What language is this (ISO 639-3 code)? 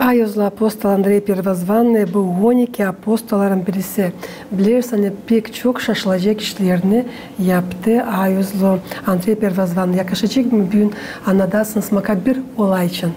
gag